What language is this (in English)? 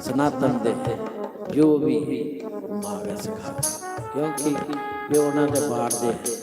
Dogri